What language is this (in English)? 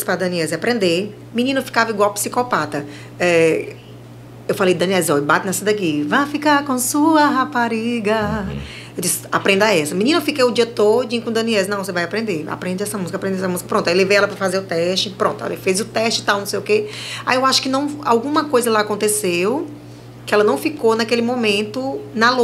Portuguese